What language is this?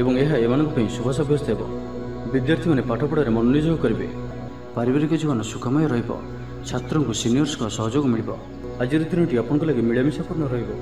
Odia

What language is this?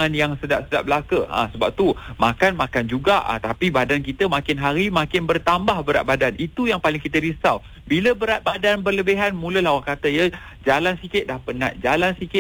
Malay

